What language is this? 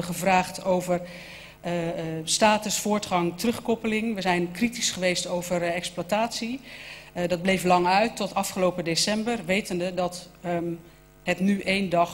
Dutch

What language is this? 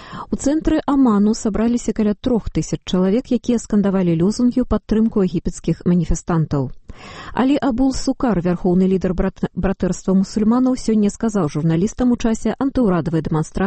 Belarusian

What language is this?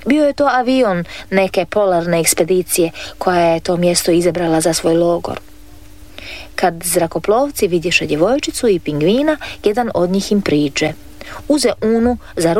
Croatian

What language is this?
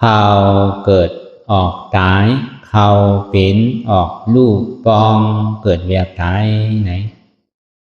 Shan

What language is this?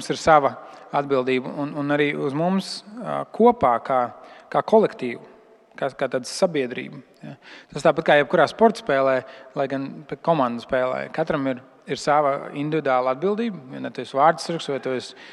Latvian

